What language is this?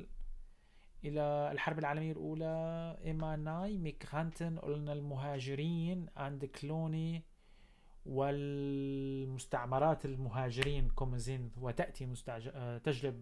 North Levantine Arabic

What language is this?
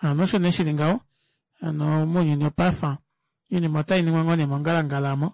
Kuanyama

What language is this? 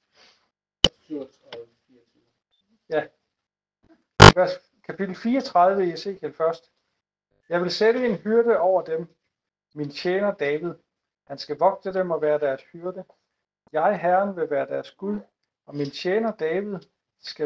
Danish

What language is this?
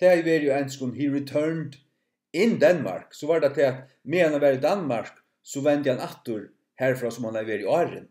Faroese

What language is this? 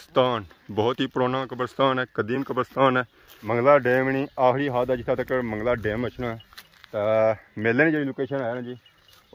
Pahari-Potwari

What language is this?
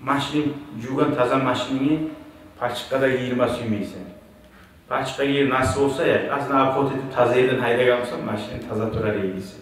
Kumyk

